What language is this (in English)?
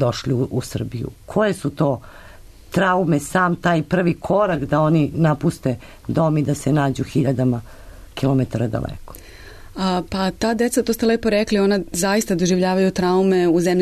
Serbian